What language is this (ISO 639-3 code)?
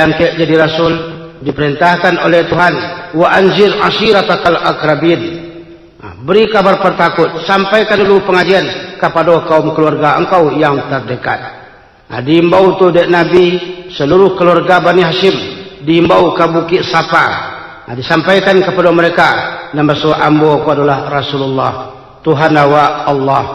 min